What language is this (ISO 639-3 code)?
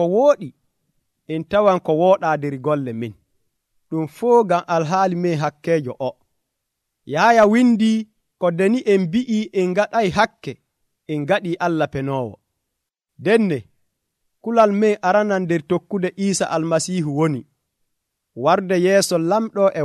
fuv